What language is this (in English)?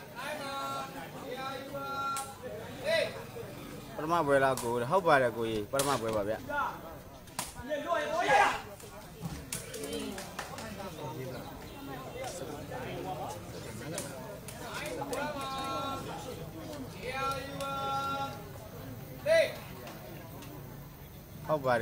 Burmese